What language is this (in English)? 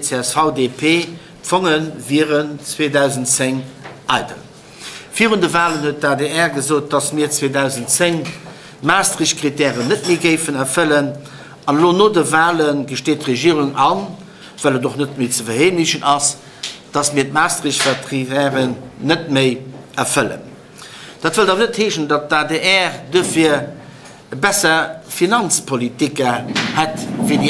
Luxembourgish